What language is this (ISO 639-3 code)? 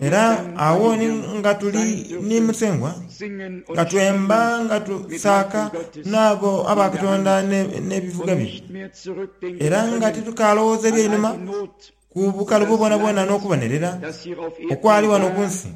xog